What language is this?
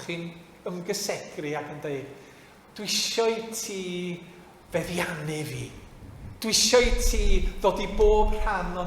Welsh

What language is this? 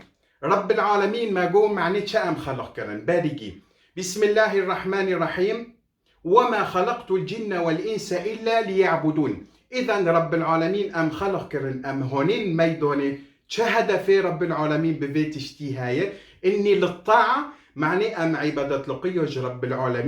Kurdish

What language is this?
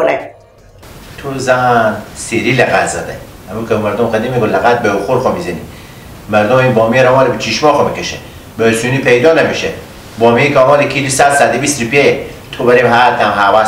Persian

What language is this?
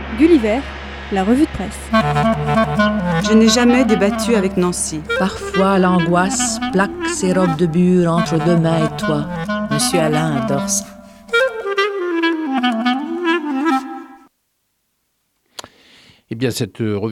French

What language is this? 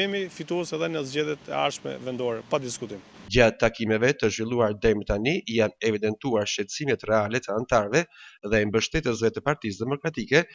Albanian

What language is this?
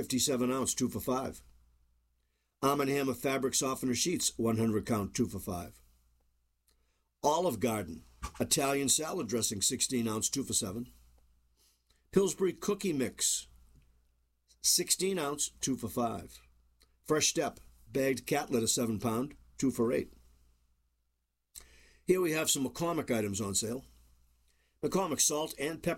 English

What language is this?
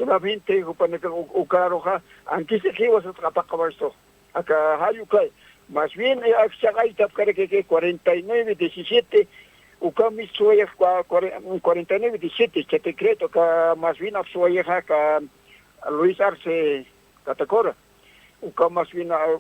Aymara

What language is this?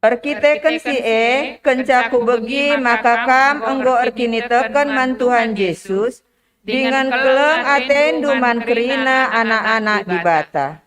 Batak Karo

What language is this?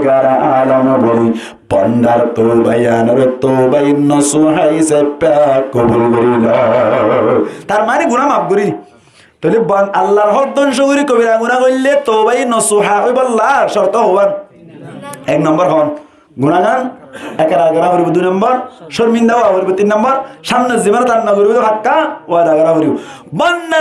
Rohingya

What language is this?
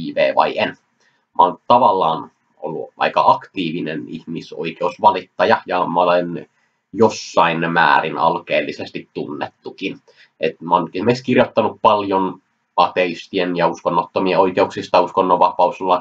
Finnish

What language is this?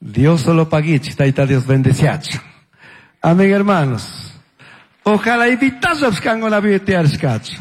Chimborazo Highland Quichua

